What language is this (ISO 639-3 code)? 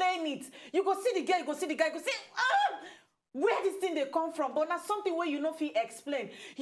pcm